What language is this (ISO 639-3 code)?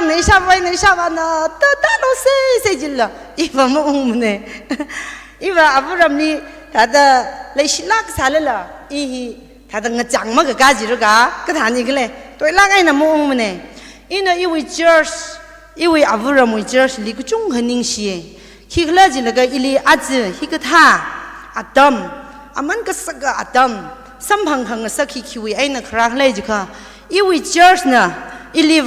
nmf